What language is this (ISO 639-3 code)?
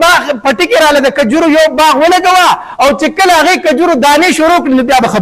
pus